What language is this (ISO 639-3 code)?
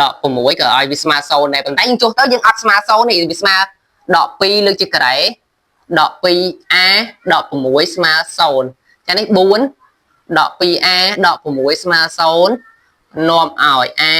khm